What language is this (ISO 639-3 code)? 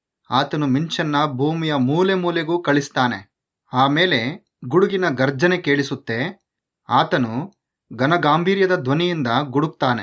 kan